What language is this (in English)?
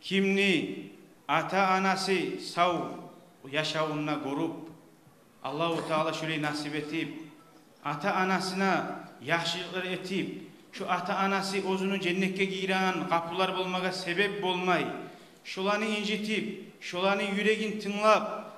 Kumyk